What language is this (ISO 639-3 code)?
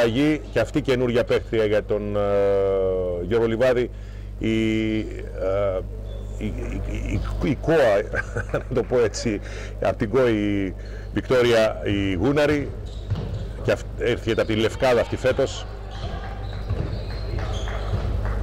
ell